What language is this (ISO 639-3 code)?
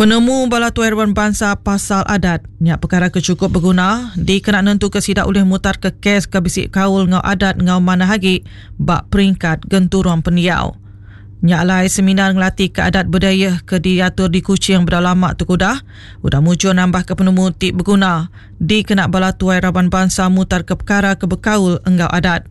iba